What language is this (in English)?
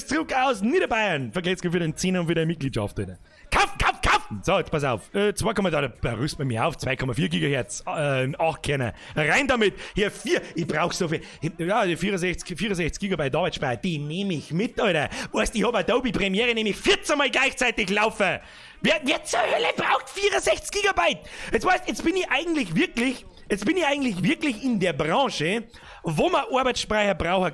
Bavarian